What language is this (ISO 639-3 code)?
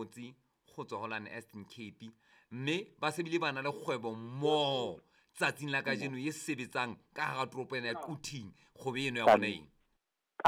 sot